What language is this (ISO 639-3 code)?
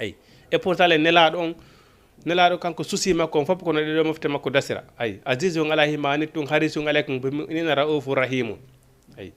ful